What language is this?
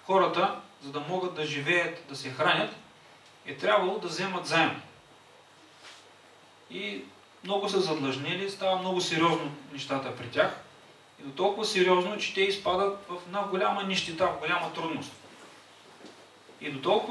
Bulgarian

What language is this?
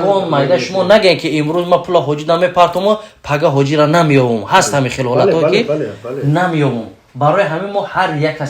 Tajik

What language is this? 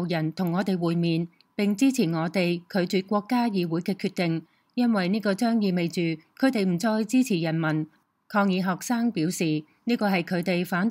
Cantonese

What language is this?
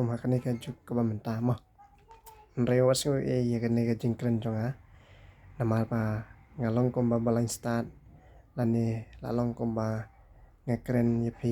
Khasi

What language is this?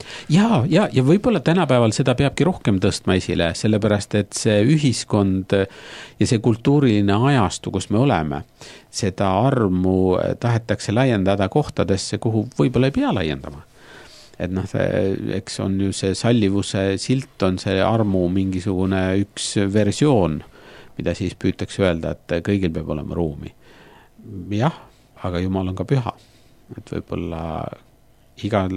Estonian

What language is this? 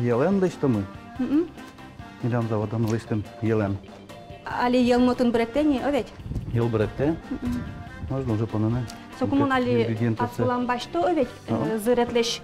Udmurt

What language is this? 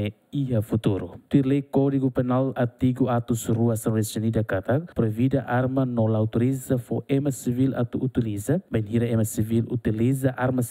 Tetum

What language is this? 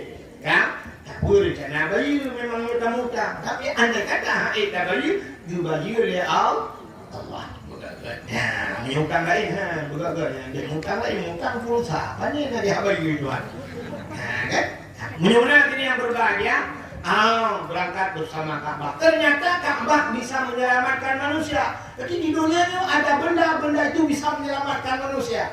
Achinese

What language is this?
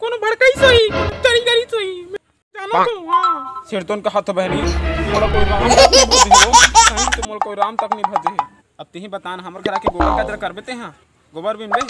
Chhattisgarhi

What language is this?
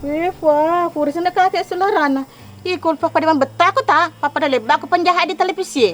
Buginese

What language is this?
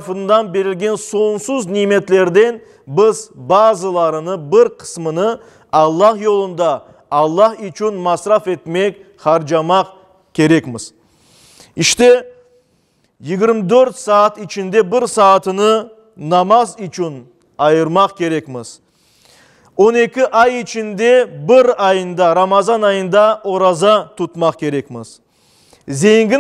Crimean Tatar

